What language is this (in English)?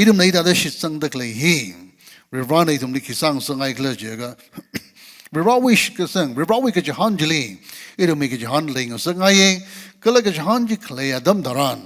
Tangkhul Naga (India)